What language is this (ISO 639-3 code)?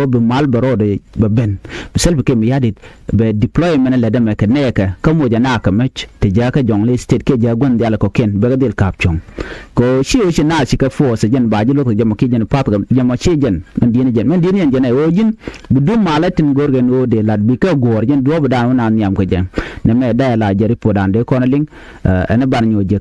nus